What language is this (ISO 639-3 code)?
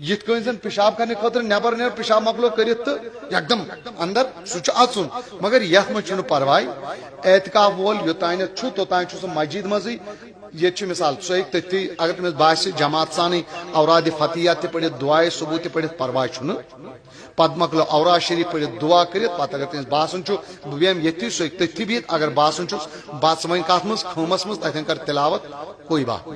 kas